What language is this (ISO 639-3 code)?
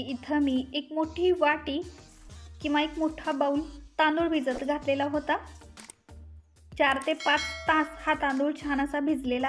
mar